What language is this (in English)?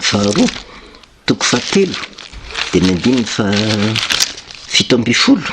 Malagasy